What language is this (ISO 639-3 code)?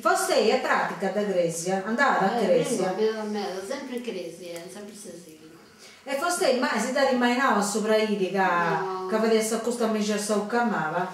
srd